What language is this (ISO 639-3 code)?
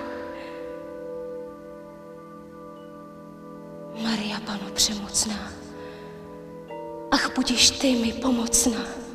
ces